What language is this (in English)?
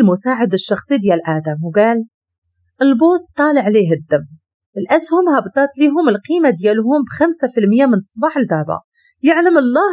Moroccan Arabic